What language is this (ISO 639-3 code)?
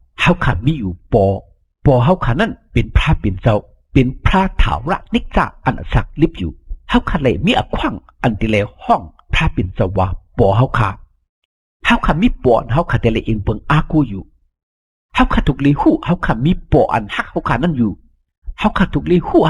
shn